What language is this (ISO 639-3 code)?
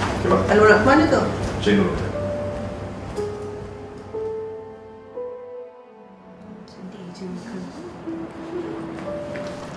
msa